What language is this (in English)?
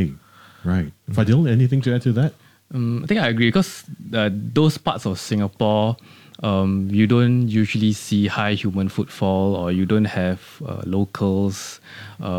English